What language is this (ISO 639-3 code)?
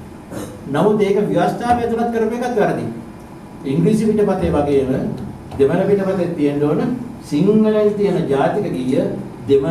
sin